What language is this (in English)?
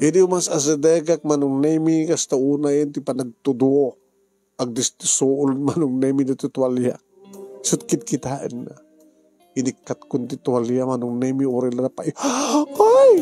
Iloko